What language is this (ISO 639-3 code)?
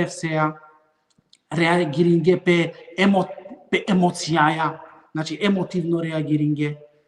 rmn